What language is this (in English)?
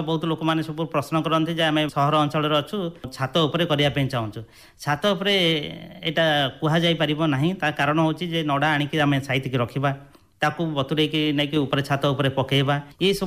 Odia